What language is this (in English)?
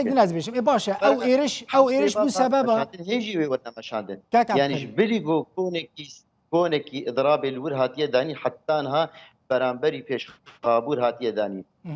Kurdish